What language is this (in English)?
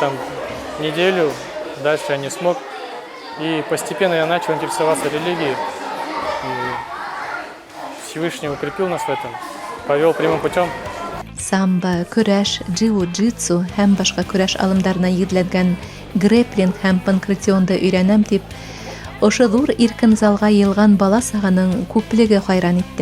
Bashkir